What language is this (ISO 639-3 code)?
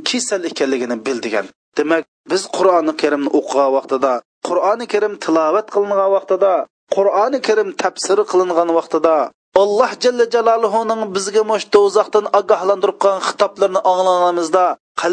uig